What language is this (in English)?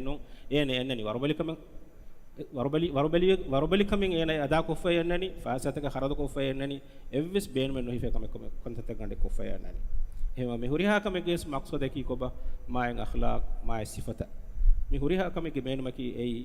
Divehi